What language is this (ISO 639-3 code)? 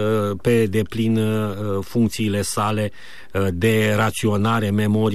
ron